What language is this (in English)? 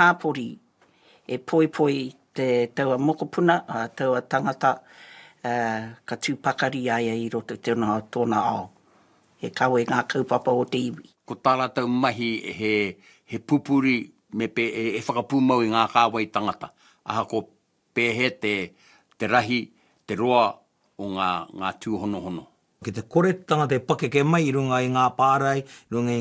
Māori